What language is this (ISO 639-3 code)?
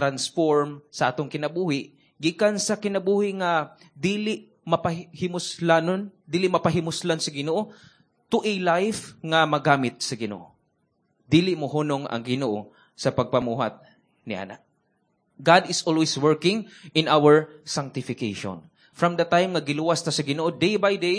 ceb